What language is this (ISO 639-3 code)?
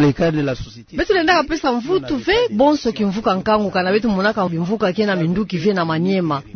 ktu